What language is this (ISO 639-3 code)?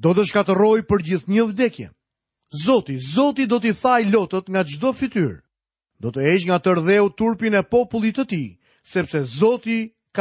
sqi